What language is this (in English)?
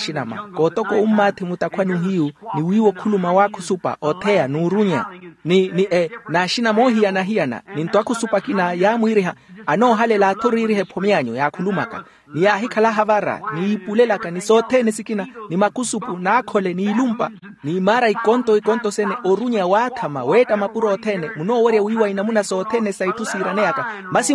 Makhuwa